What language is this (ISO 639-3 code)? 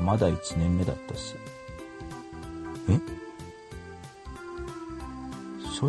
jpn